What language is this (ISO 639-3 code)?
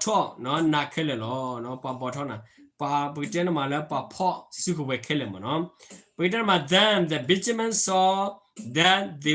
ksw